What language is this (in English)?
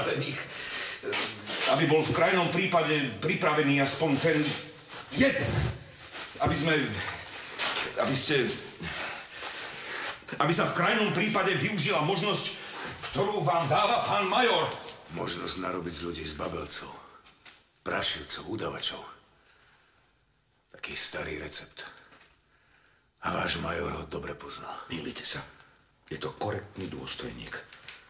Slovak